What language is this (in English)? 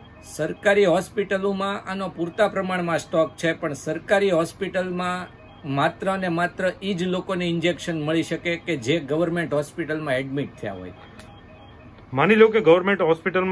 Gujarati